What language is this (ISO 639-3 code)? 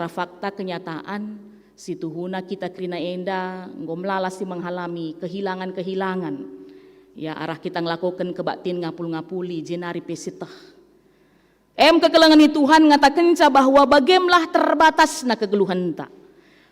btx